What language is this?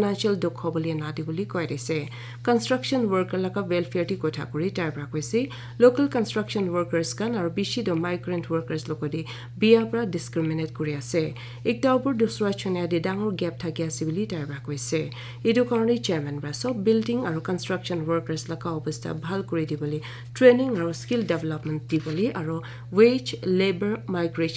Naga Pidgin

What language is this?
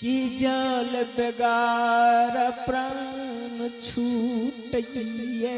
Angika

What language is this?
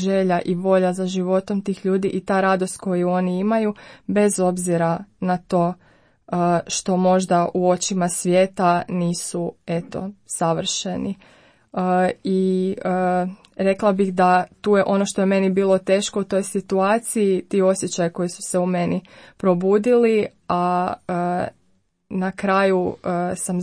Croatian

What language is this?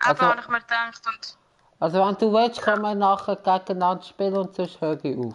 Swiss German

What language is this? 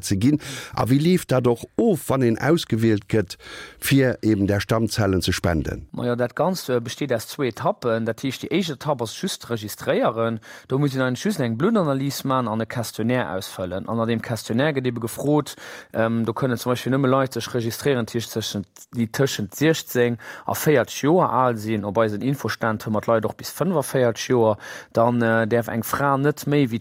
Luxembourgish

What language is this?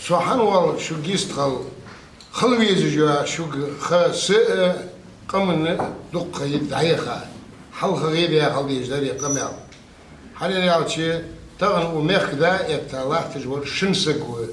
Ingush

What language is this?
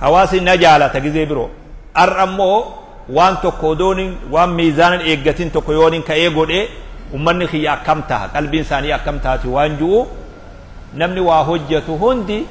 Oromo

